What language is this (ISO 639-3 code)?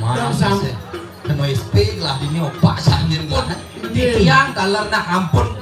ban